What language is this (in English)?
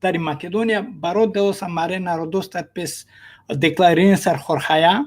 Balkan Romani